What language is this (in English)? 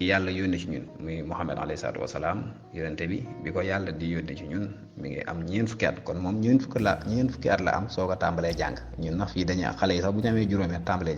Wolof